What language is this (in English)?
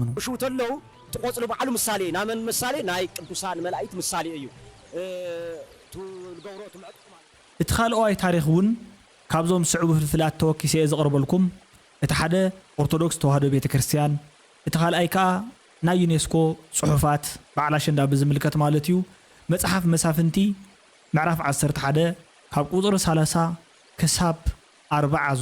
Tigrinya